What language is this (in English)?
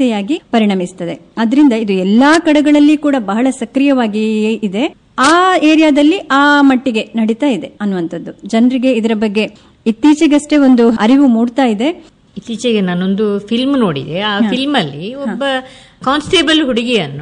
Kannada